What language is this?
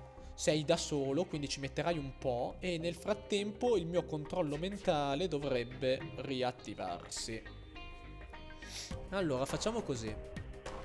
Italian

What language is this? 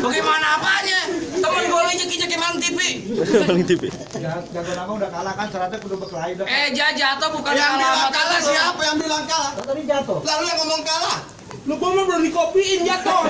Betawi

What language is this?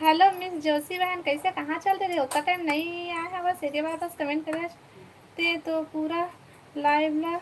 Chhattisgarhi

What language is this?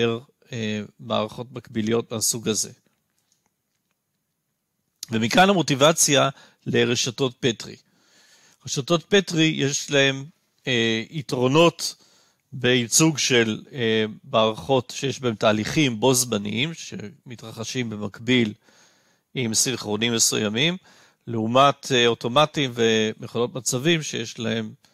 Hebrew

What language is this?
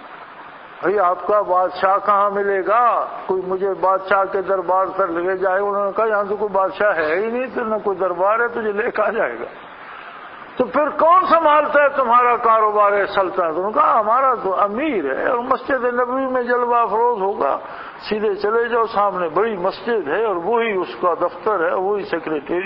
Urdu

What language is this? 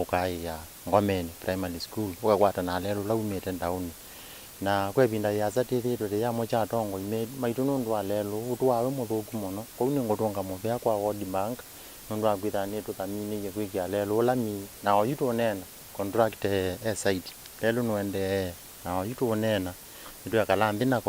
Kamba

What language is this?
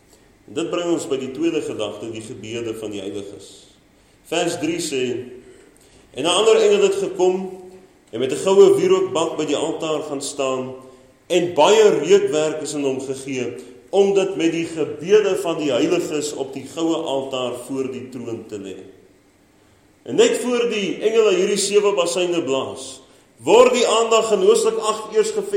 Afrikaans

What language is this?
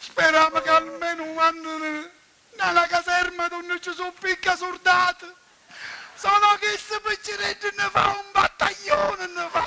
Sicilian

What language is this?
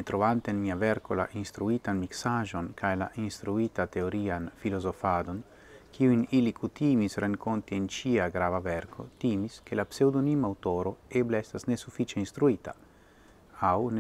Esperanto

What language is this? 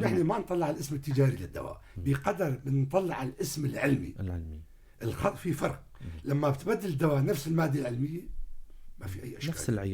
North Levantine Arabic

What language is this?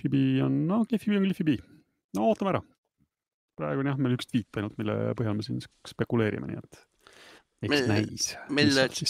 Estonian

